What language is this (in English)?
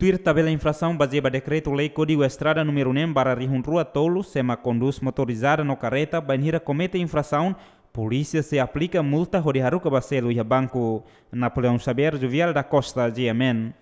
Tetum